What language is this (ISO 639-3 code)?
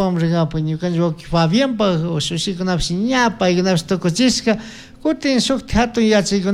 qug